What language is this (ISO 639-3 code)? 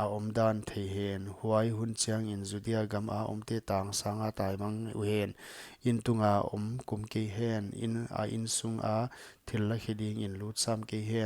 pck